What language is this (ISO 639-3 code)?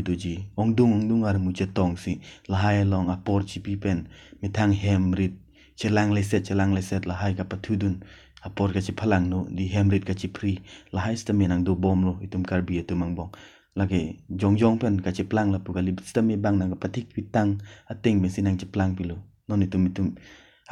mjw